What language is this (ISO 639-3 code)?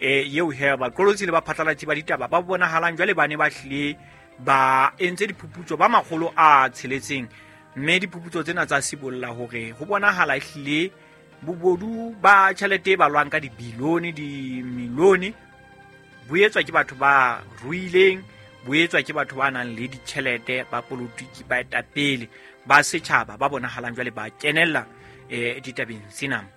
sot